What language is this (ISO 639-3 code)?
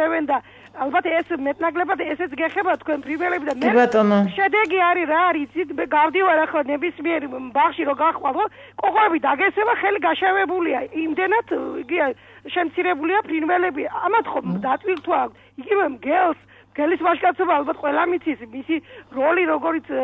kat